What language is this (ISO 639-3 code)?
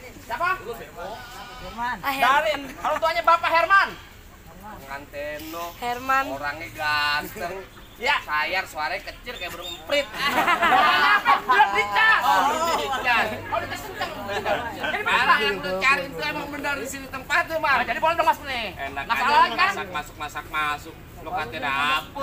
bew